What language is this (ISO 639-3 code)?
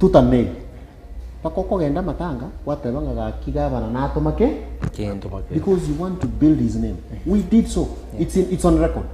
guz